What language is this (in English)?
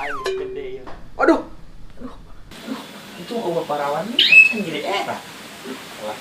Sundanese